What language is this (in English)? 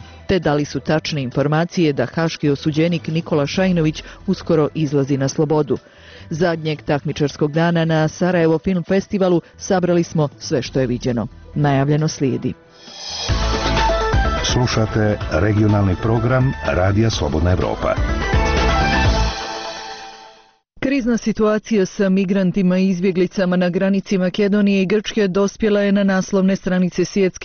Bosnian